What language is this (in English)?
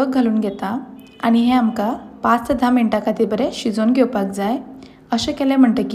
Konkani